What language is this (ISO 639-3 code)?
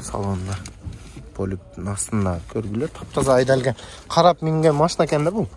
kir